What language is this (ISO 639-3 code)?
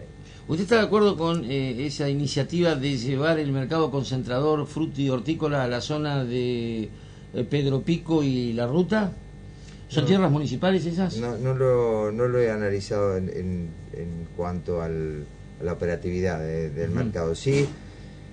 spa